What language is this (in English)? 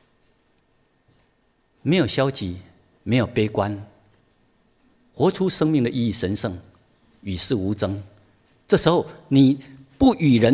Chinese